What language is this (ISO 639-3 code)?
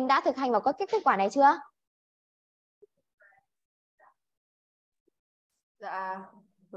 vie